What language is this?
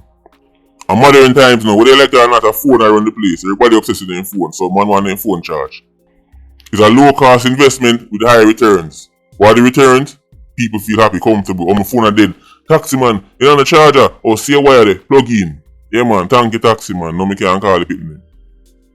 Jamaican Creole English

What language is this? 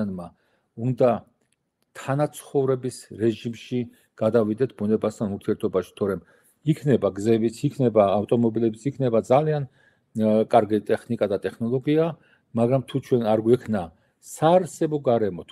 Georgian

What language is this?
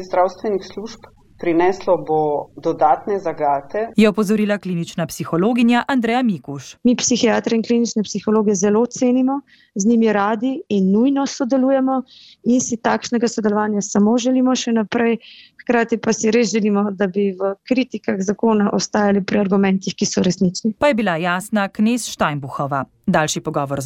Slovenian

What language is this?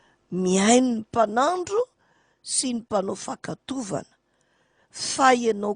Malagasy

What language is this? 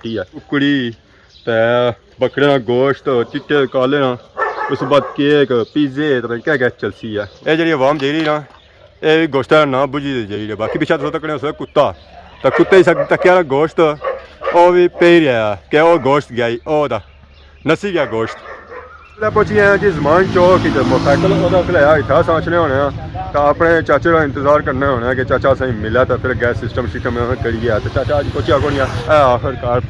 Pahari-Potwari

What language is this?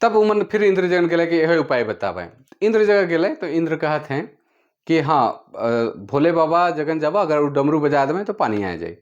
Sadri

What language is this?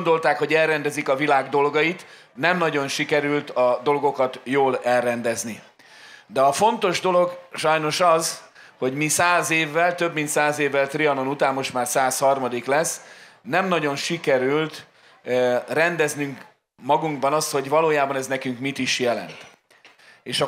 Hungarian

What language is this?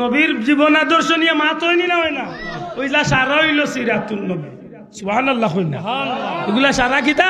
Sylheti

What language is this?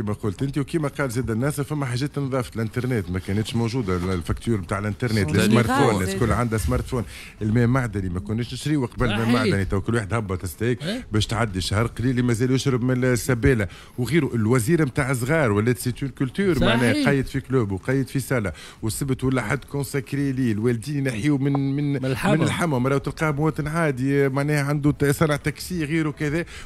Tunisian Arabic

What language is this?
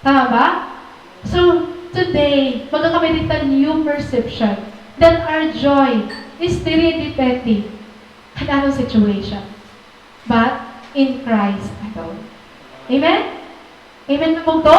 Waray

